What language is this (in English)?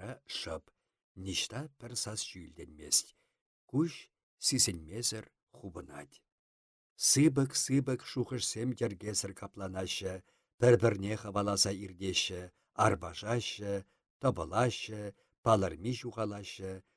Chuvash